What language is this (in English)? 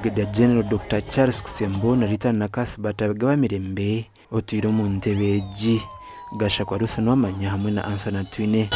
Nyankole